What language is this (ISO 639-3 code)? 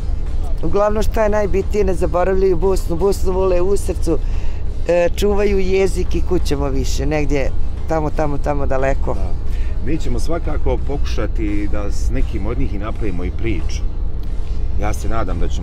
bos